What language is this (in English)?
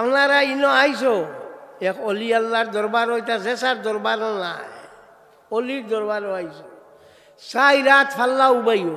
Sylheti